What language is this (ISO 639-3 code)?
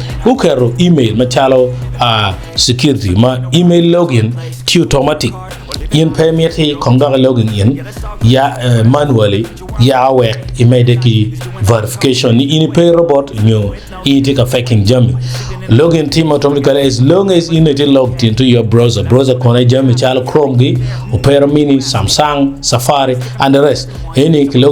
ach